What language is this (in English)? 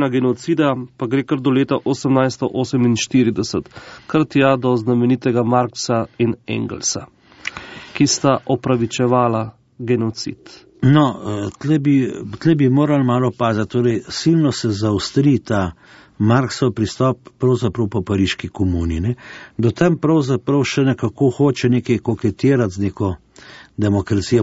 Slovenian